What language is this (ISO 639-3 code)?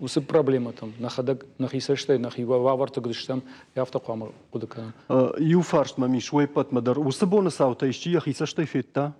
oss